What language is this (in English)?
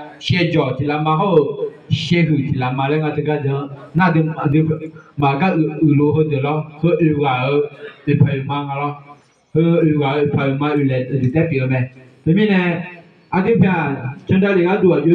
Akha